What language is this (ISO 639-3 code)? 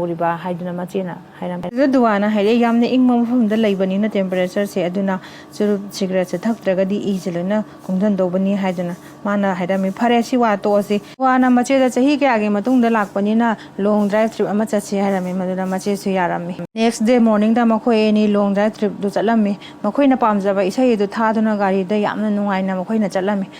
mni